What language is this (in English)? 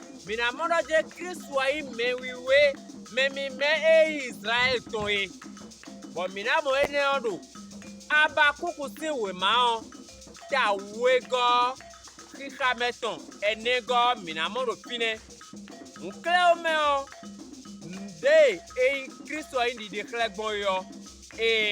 Fon